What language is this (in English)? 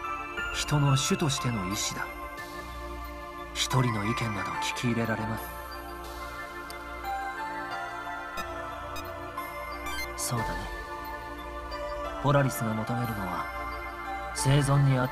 Japanese